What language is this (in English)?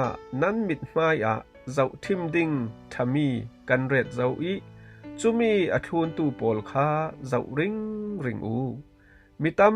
Falam Chin